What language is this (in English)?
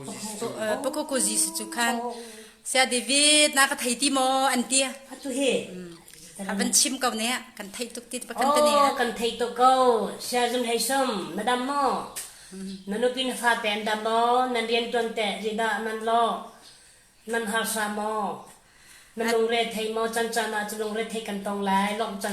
Falam Chin